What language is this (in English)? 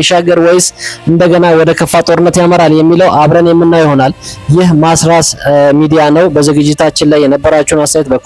Amharic